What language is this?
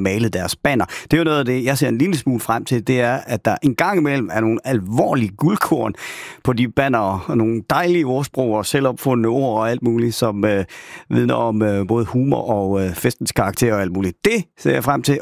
Danish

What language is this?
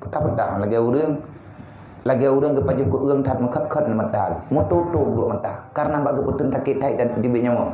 Achinese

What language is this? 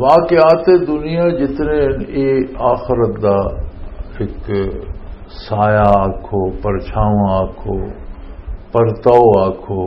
Western Panjabi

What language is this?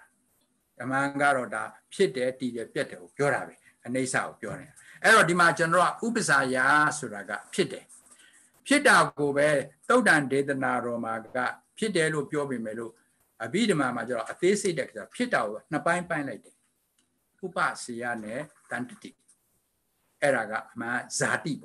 Burmese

